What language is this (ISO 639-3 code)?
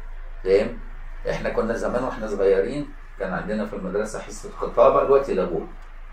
arz